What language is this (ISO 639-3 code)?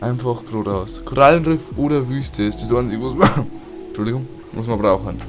bar